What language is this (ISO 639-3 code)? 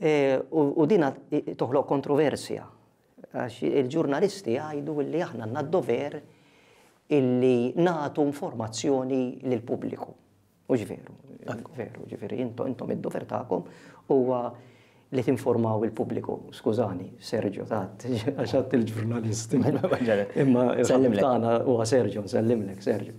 mlt